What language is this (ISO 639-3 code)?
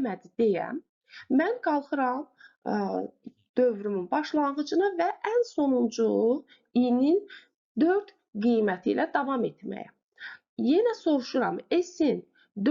aze